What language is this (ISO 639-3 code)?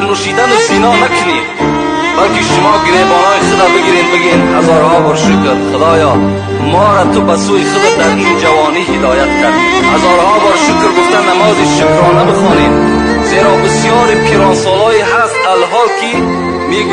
tgk